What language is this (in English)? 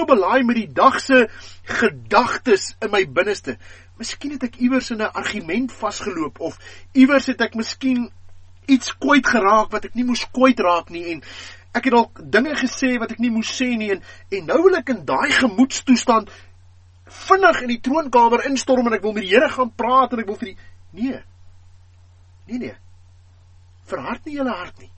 Afrikaans